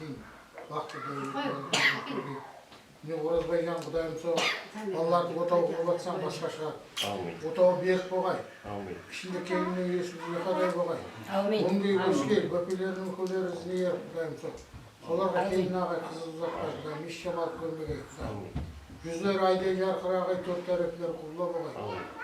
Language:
Kara-Kalpak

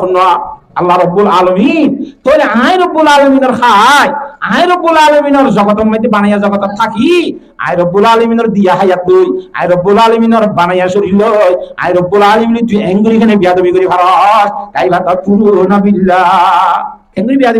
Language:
Rohingya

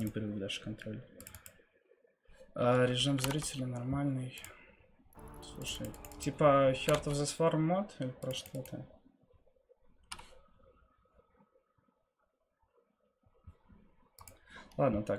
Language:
Russian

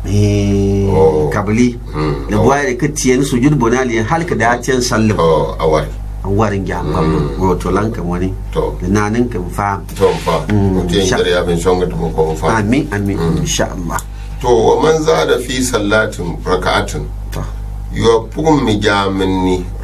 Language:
Gourmanchéma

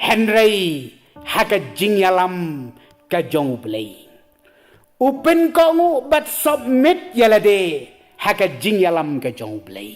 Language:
Khasi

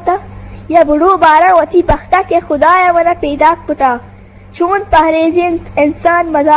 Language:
Eastern Balochi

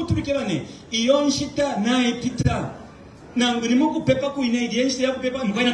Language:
Bemba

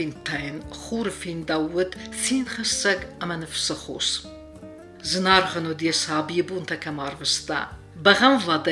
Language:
Ossetic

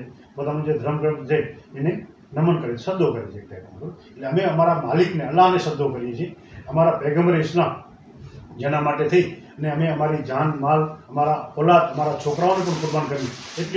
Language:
Gujarati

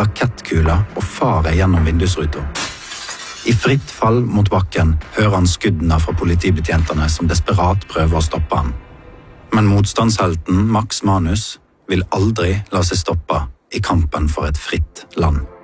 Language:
Norwegian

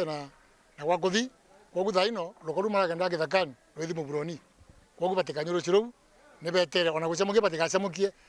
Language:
Meru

